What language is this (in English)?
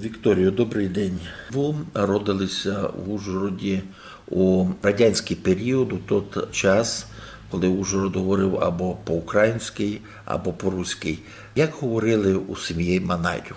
Rusyn